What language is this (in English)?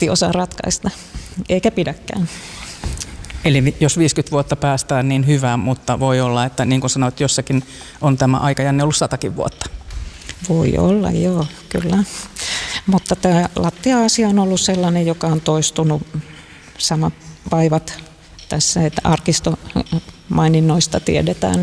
Finnish